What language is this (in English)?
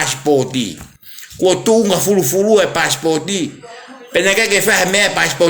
Tongan